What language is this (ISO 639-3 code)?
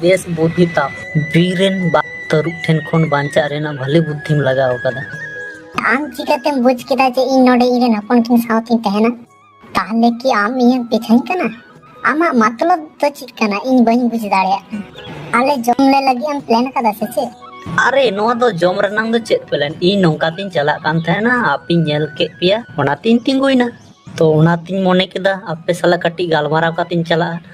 sat